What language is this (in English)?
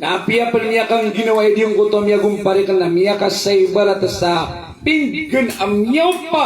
Maranao